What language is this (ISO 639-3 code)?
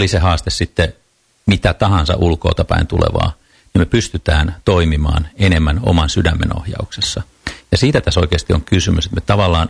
fin